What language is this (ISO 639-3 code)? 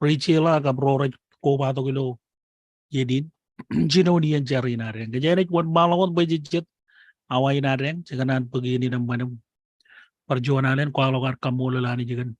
mah